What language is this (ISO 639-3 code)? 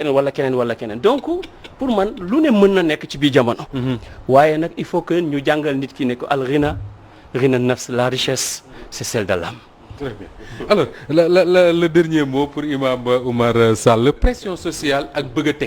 wol